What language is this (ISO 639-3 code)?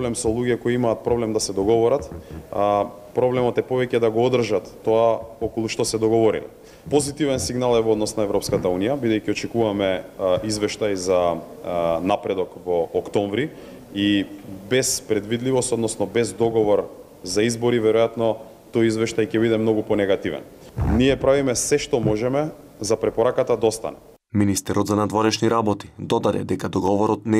mkd